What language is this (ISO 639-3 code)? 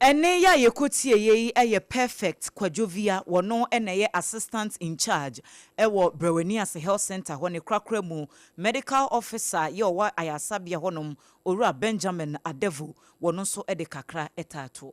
aka